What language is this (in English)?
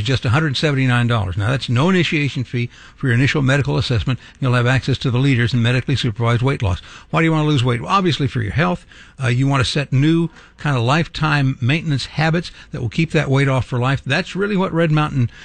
English